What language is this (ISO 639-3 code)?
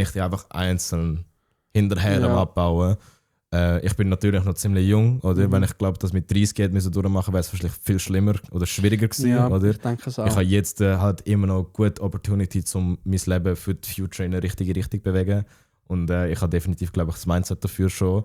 gsw